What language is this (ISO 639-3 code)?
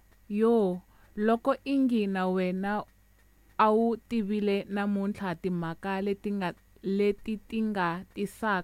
tso